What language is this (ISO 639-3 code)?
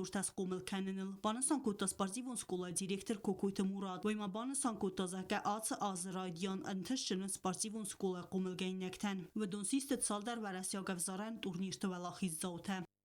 oss